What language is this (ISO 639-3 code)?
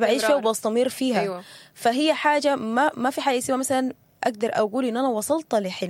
apd